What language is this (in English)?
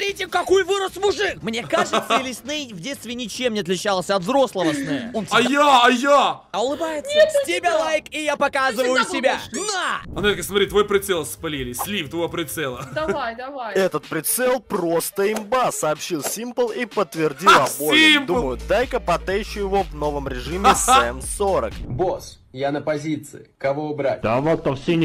Russian